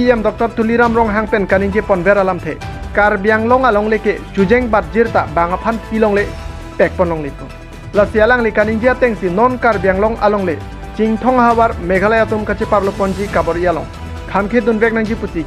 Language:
Karbi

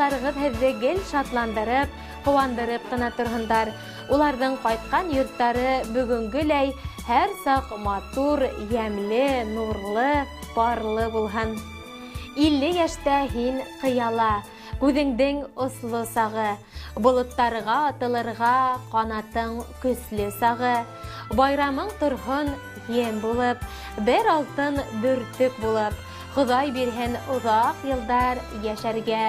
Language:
Bashkir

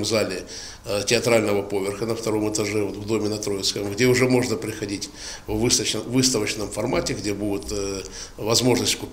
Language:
Ukrainian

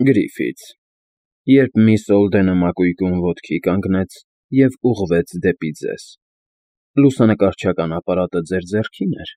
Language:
Armenian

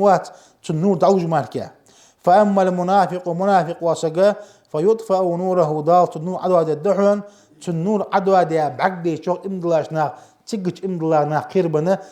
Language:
Ingush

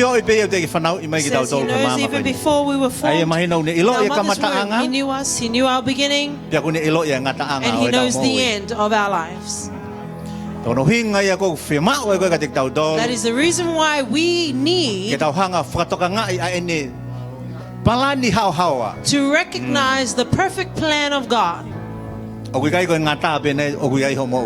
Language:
Tongan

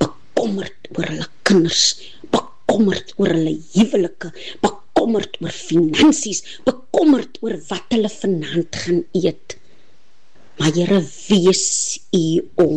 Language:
Afrikaans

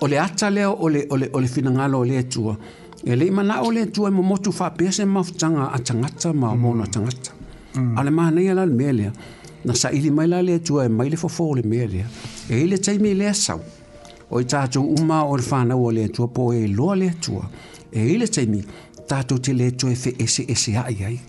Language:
Samoan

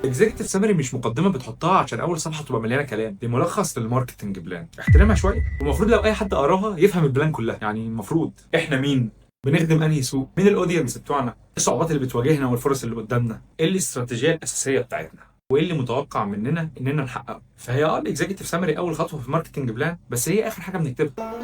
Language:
Egyptian Arabic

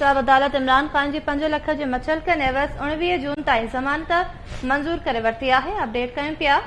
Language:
Sindhi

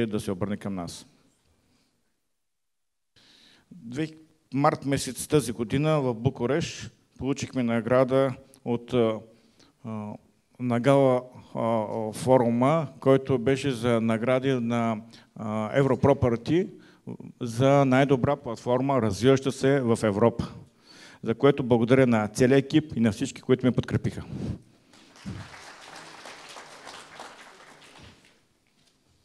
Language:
Bulgarian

